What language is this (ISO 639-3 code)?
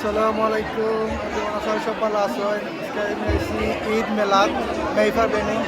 syl